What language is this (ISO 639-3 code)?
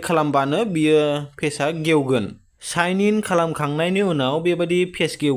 brx